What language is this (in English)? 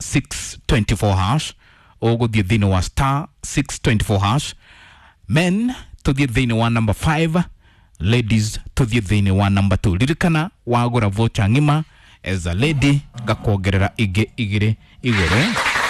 Kikuyu